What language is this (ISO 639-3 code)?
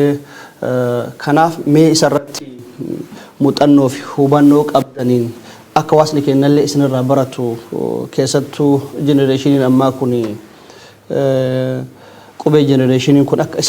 orm